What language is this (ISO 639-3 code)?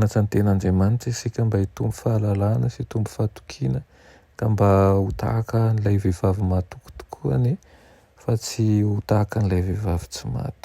mlg